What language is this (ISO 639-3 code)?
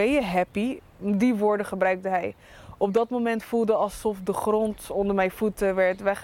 nld